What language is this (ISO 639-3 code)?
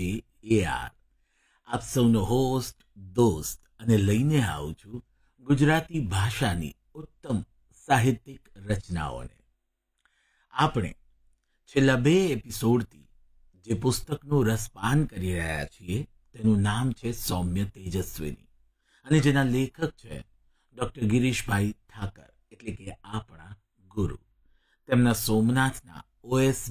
guj